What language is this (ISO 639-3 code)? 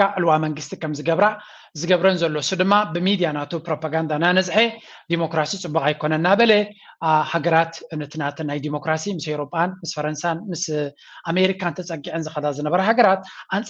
tir